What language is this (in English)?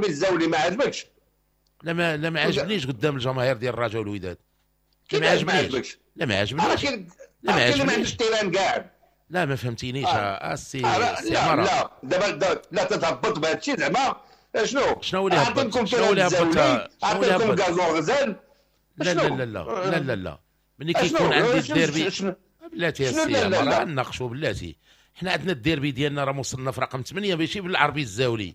Moroccan Arabic